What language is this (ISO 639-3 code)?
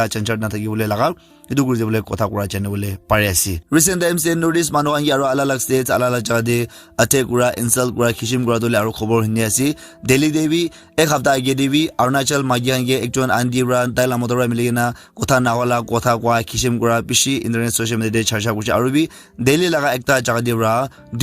nag